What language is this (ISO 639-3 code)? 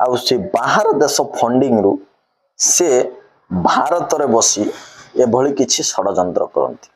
ori